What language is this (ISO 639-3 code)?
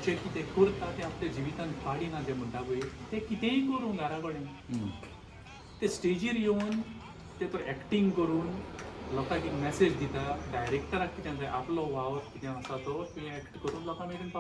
kok